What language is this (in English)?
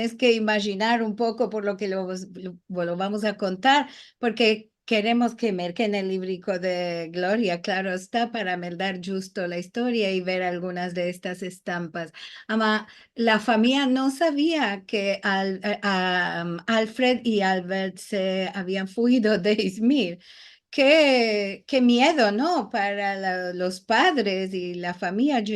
Ladino